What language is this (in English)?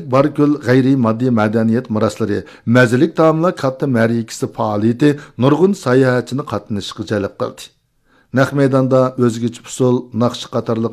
Uyghur